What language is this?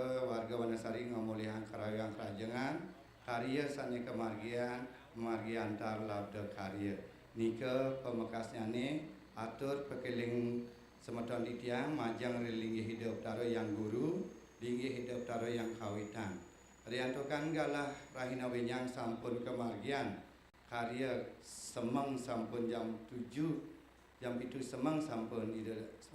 Balinese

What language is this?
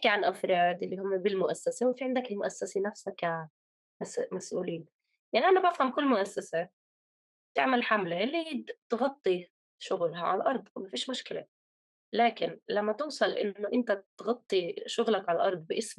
North Levantine Arabic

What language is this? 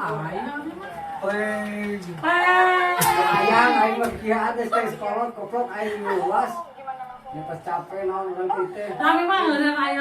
Sundanese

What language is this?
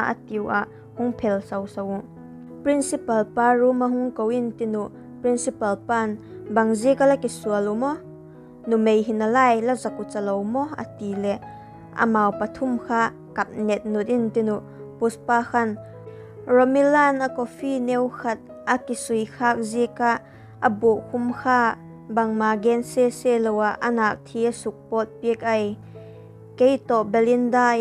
Vaiphei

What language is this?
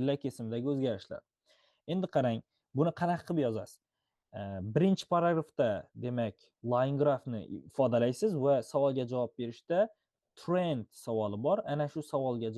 Uzbek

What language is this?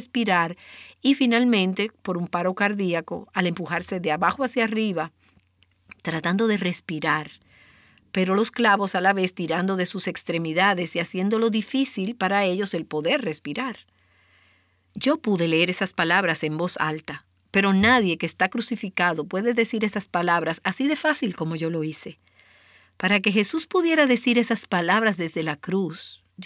Spanish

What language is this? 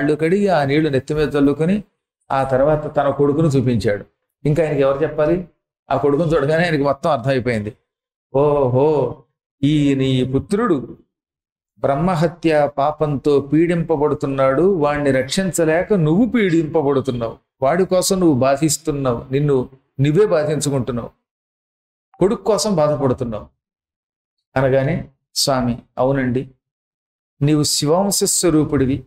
Telugu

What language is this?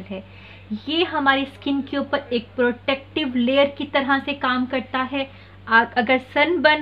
Hindi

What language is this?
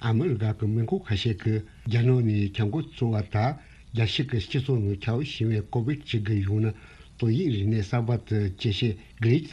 Tibetan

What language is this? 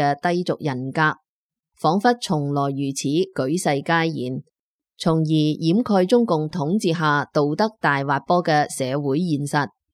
Cantonese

